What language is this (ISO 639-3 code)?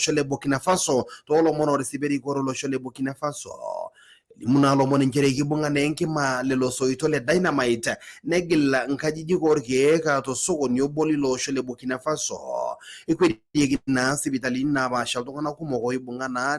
mas